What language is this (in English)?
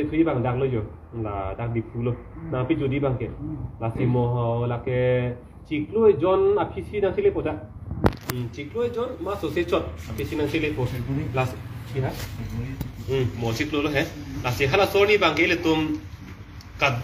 Karbi